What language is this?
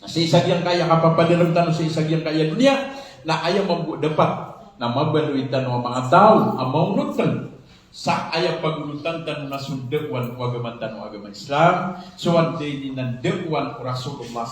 Maranao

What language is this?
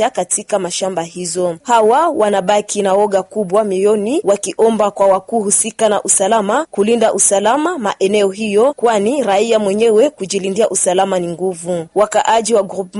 Swahili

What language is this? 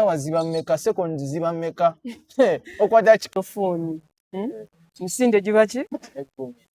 Ganda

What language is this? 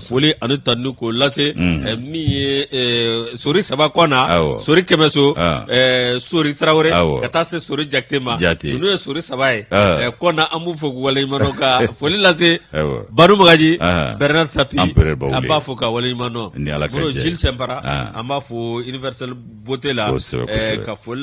Bambara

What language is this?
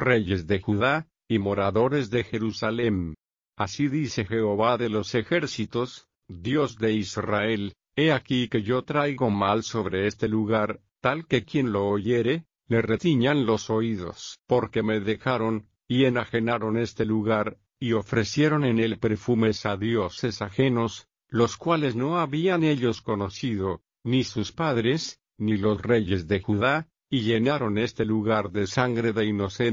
Spanish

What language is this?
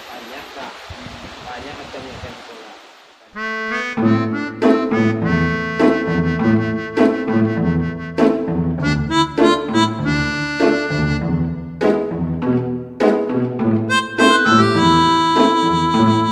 Minangkabau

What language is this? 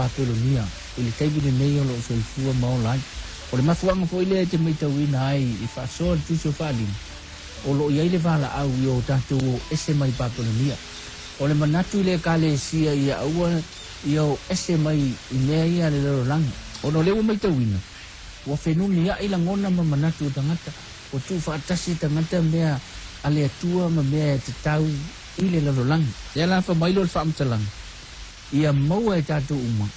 Samoan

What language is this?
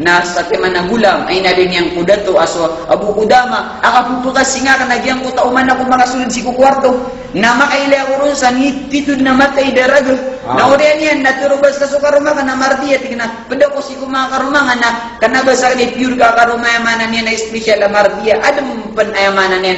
Maranao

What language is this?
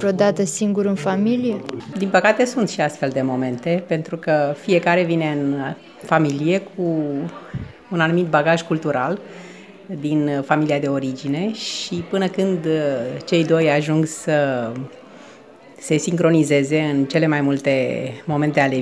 Romanian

